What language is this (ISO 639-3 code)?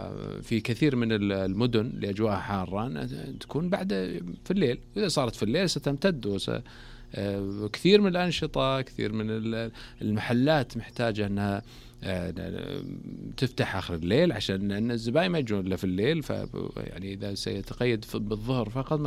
ars